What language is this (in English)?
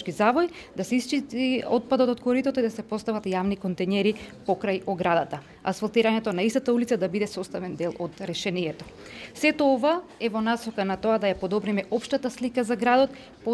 Macedonian